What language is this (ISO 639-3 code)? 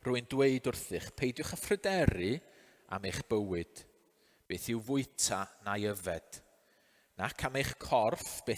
cym